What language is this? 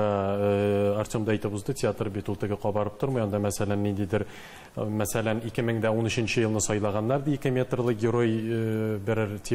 Tatar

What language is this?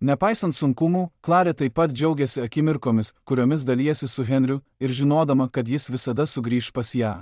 Lithuanian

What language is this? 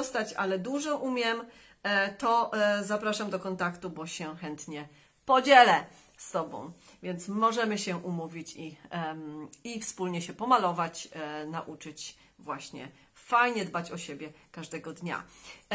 Polish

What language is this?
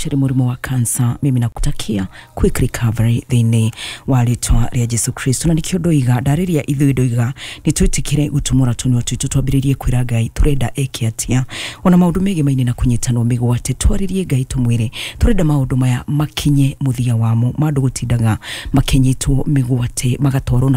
Kikuyu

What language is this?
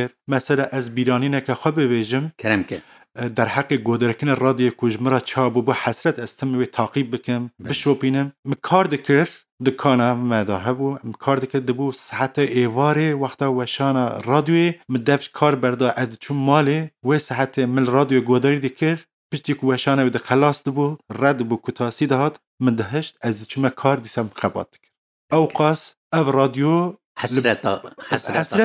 Kurdish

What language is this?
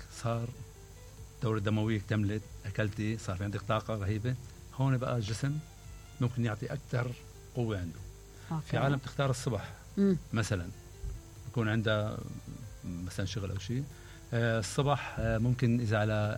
Mesopotamian Arabic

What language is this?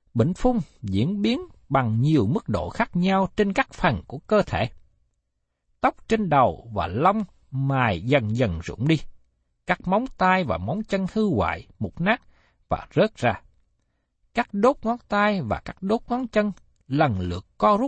Vietnamese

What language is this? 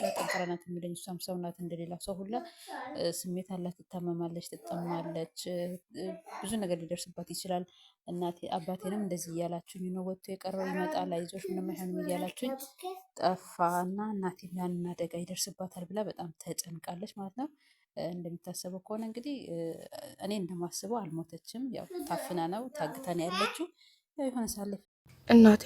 Amharic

